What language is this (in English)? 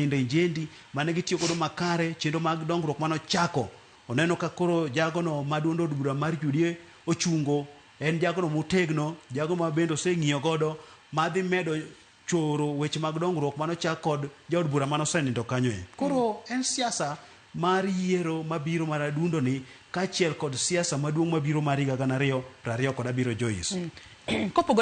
Luo (Kenya and Tanzania)